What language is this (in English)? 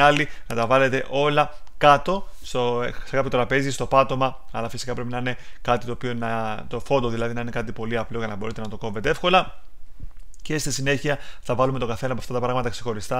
Greek